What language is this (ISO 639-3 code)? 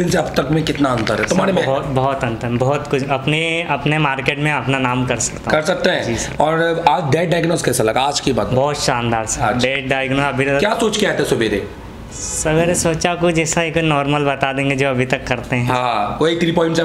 hin